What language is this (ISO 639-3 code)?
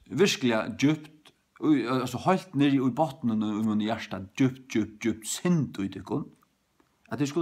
fao